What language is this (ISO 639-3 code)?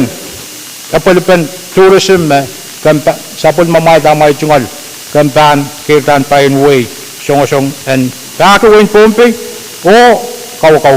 pon